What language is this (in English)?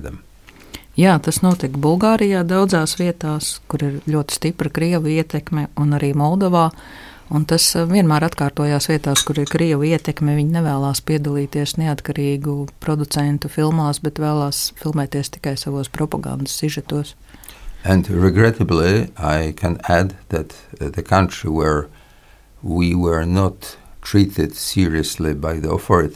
Latvian